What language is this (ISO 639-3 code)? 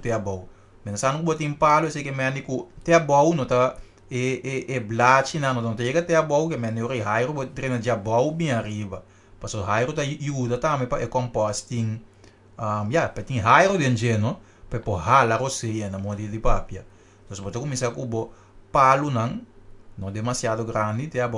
pap